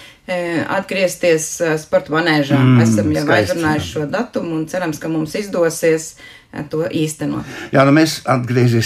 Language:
Latvian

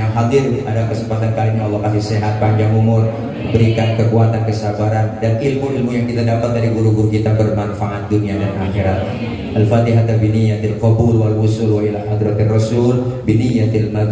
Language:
Betawi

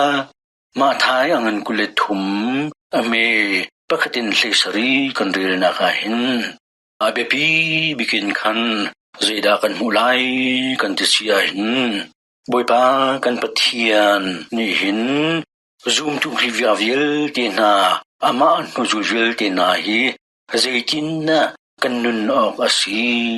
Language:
Hakha Chin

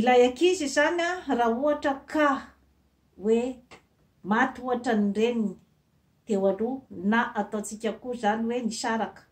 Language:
Malagasy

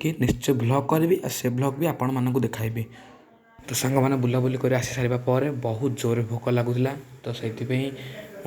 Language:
Odia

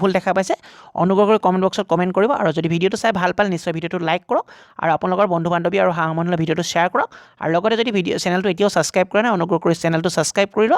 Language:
Assamese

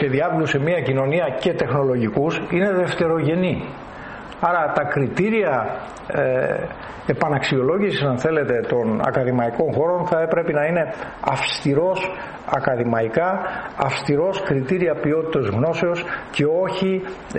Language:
Greek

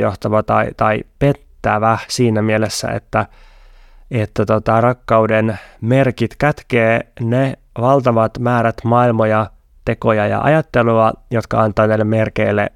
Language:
Finnish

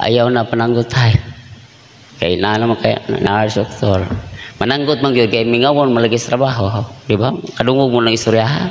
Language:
Cebuano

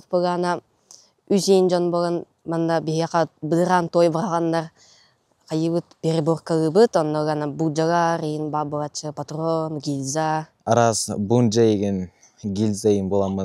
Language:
Yakut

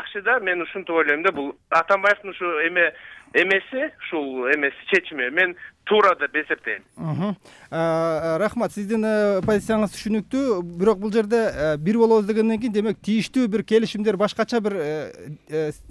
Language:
Kyrgyz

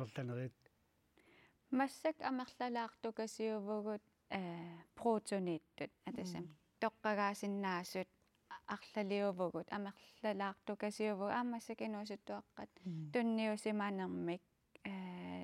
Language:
Kalaallisut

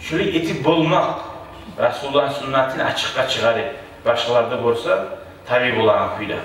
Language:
Kumyk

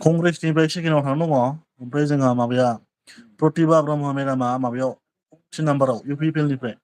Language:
Bodo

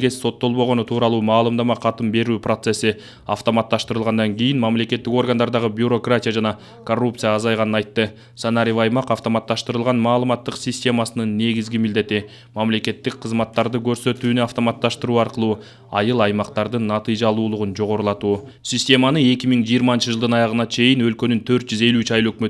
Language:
Kyrgyz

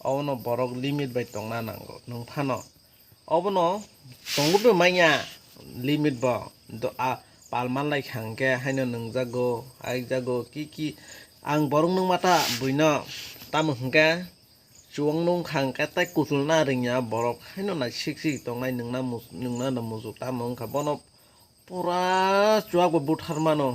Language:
Kok Borok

